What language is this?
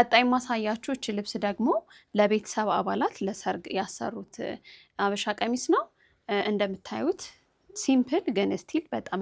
Amharic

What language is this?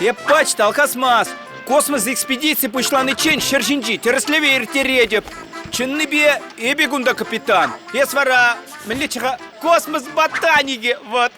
Chuvash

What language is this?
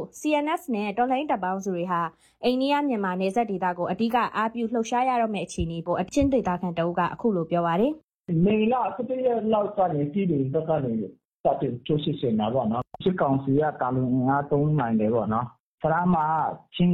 Burmese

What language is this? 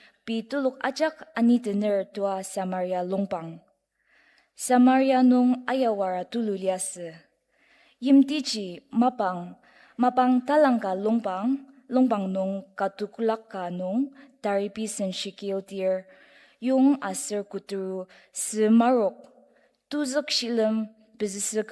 Ao Naga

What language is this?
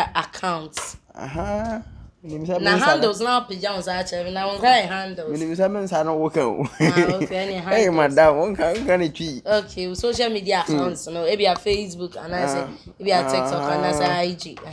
Akan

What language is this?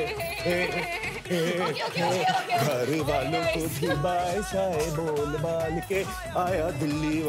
Hindi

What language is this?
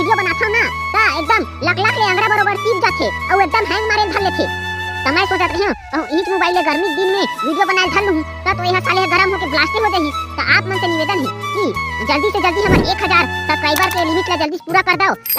Chhattisgarhi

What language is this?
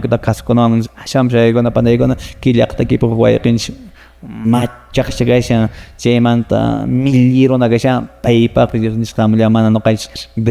Quechua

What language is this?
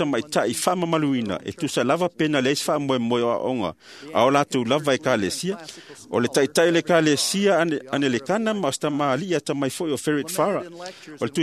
Samoan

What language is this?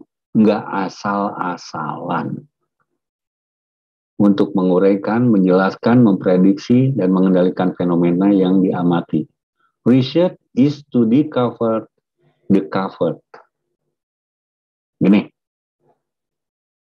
Indonesian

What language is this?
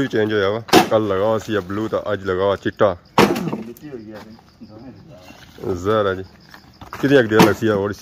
Pahari-Potwari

